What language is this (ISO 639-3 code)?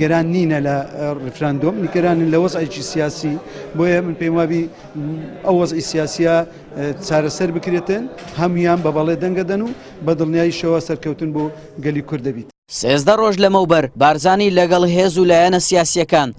ckb